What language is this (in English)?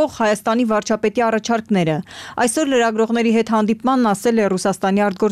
Armenian